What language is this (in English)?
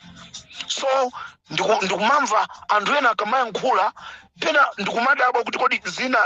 Nyanja